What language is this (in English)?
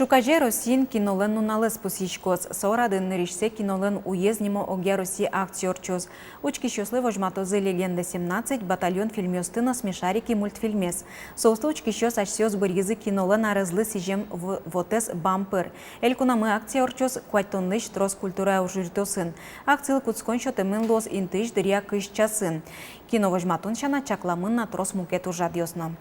Udmurt